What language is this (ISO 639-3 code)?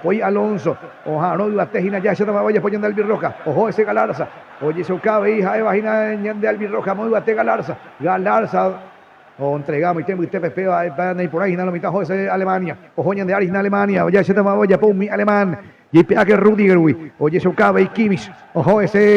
grn